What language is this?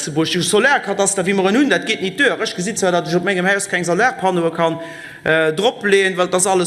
Luxembourgish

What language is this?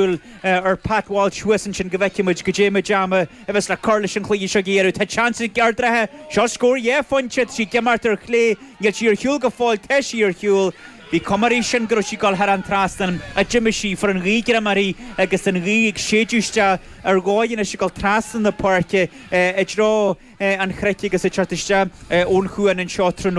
Irish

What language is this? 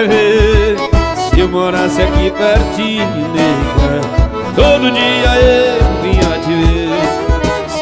Portuguese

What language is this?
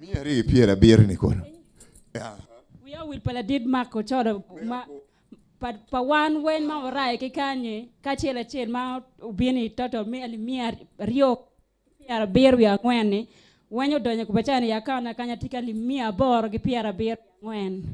Acoli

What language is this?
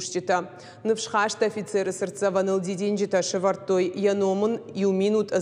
Ossetic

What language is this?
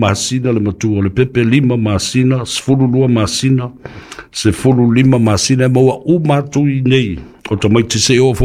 Samoan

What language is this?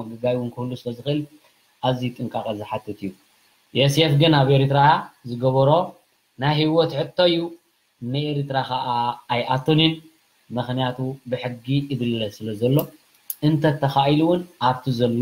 Tigrinya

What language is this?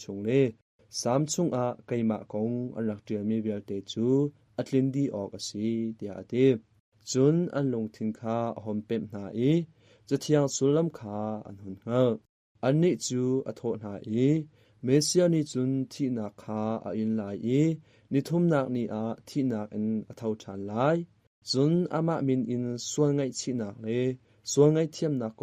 Hakha Chin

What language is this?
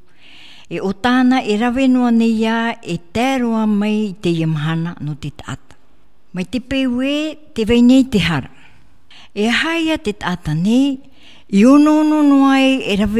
Tahitian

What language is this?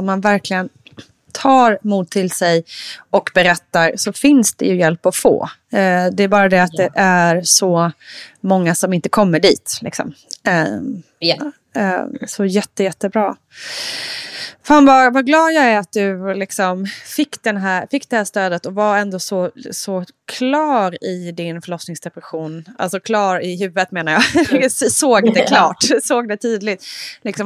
Swedish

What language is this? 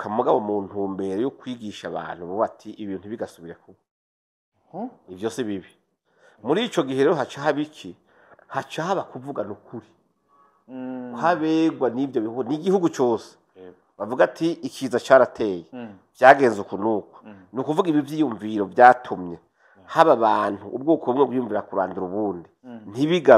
Rundi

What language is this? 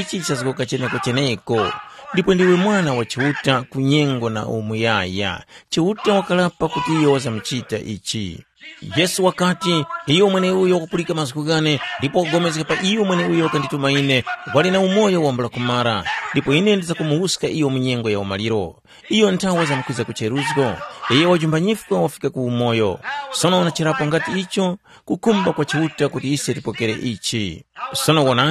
Tumbuka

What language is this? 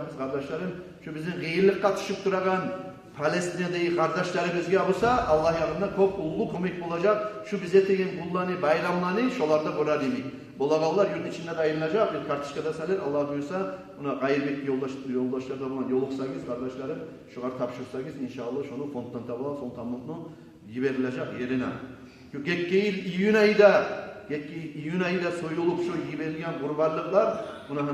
Kumyk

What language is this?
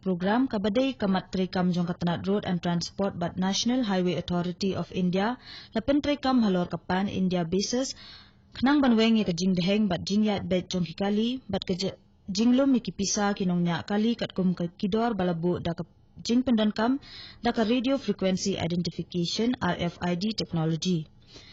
Khasi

